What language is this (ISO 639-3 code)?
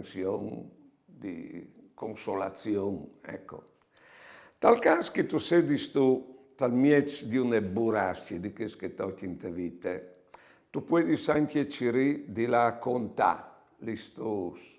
fur